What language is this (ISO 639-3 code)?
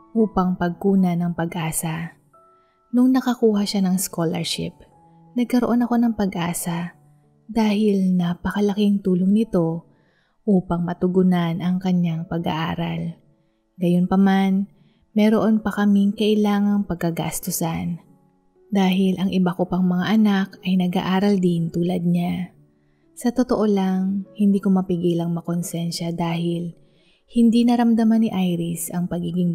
fil